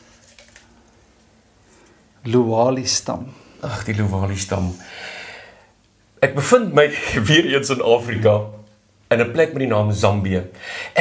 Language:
Afrikaans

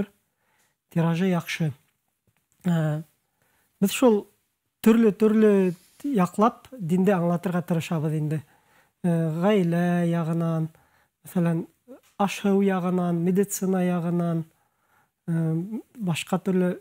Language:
Bashkir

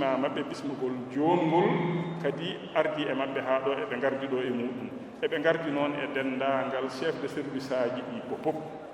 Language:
Fula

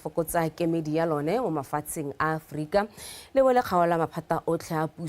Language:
Tswana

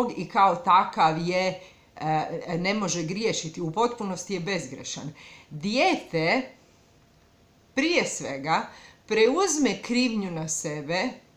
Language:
Croatian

